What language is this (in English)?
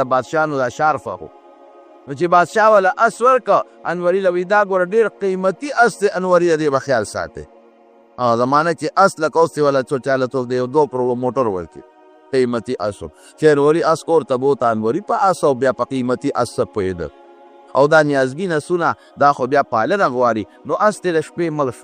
Pashto